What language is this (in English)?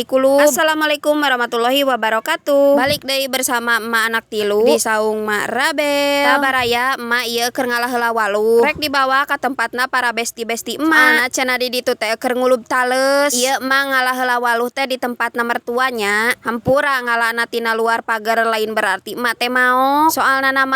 Sundanese